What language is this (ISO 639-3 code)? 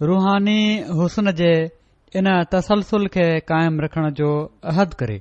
snd